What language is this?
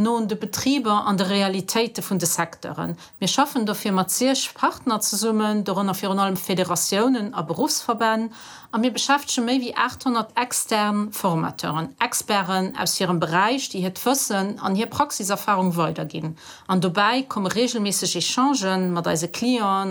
Luxembourgish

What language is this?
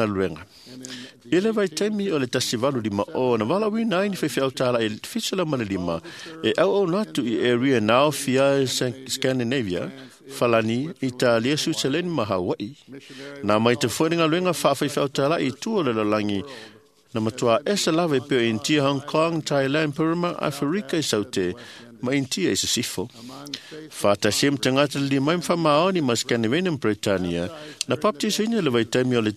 Samoan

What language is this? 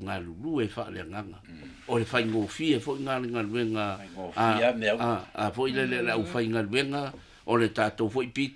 Samoan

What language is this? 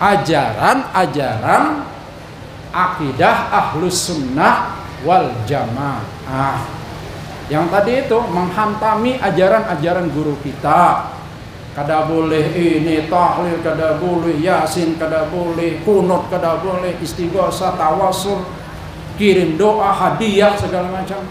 Banjar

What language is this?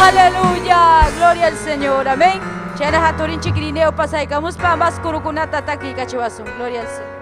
Ayacucho Quechua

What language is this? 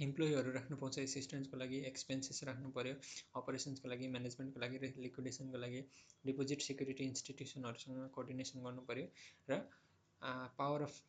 Nepali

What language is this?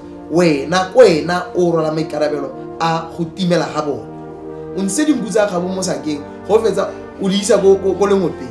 Tswana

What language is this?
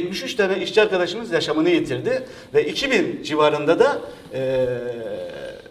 Turkish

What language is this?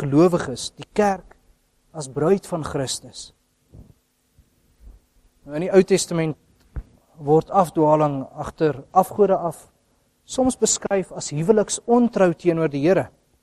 Afrikaans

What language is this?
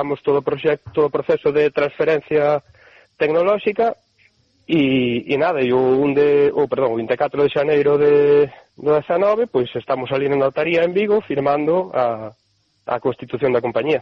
Galician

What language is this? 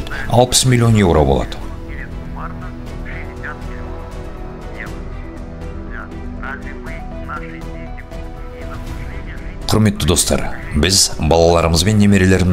Kazakh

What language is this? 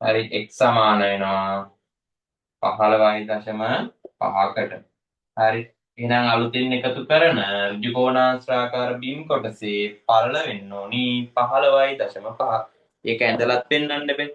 Sinhala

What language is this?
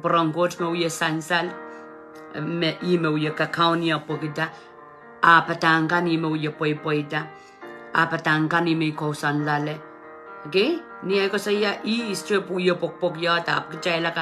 Pohnpeian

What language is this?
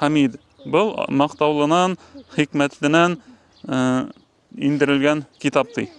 Bashkir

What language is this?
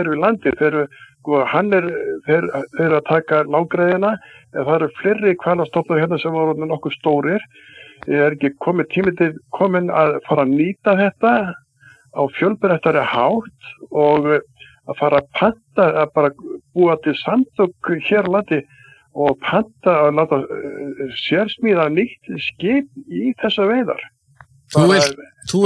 Icelandic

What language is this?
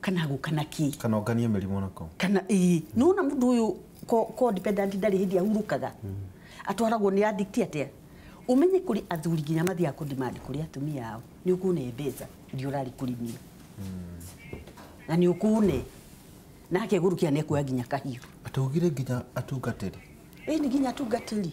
Kikuyu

